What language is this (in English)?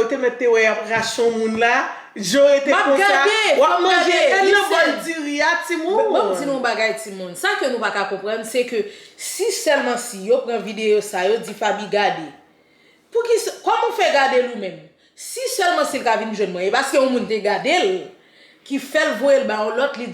Haitian Creole